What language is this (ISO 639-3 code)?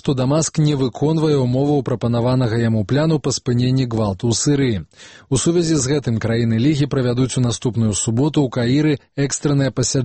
bel